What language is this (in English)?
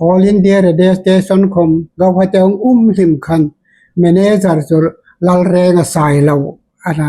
Hmar